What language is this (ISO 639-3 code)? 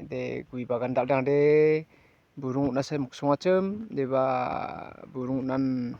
grt